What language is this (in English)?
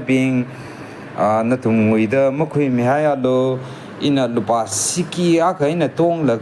Tangkhul Naga (India)